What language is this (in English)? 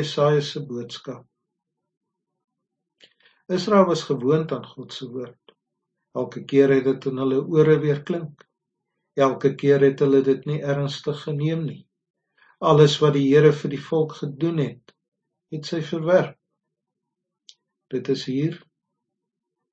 Afrikaans